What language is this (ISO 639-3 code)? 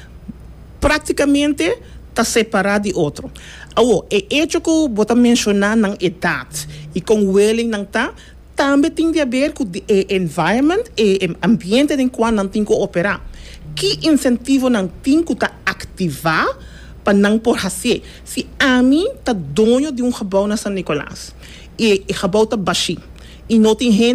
pap